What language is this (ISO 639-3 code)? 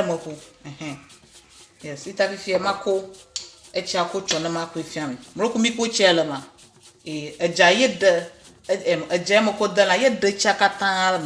ewe